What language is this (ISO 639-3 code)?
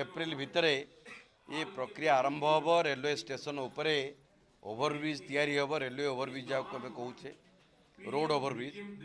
ori